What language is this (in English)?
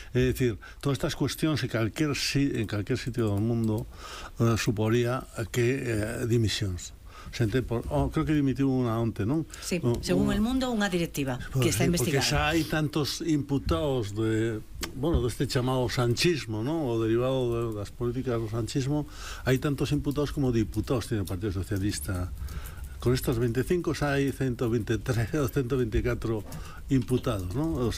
Galician